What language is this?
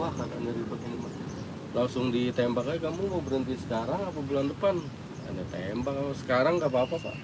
Betawi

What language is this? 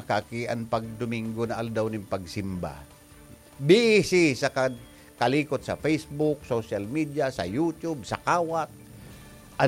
Bikol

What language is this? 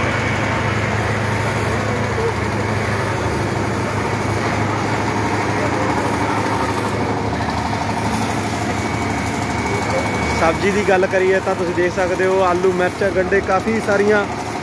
Punjabi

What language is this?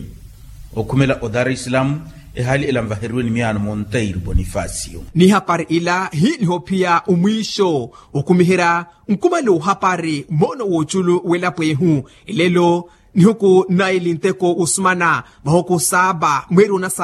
Makhuwa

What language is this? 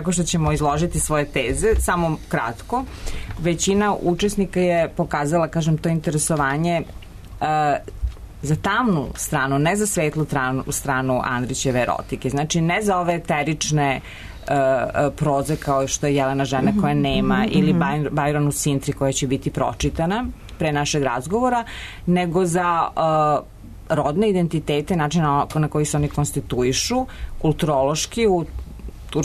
Serbian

